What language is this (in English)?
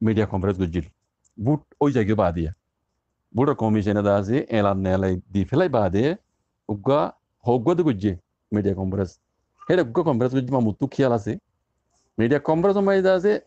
Rohingya